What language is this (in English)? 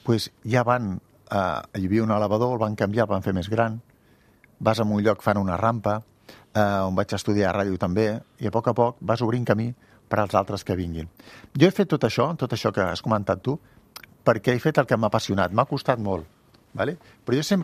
Catalan